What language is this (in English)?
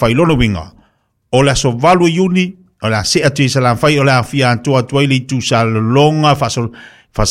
Samoan